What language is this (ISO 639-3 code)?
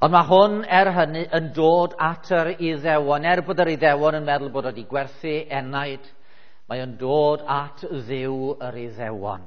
cym